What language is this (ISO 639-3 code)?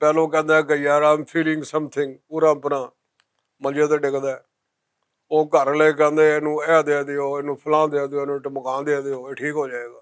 lah